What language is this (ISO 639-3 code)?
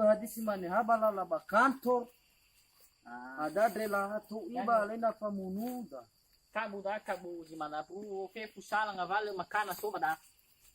nia